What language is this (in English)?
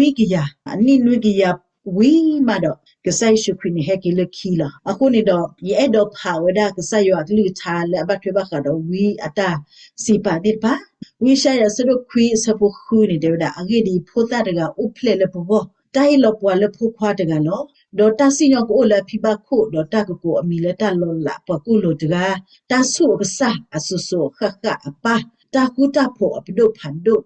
S'gaw Karen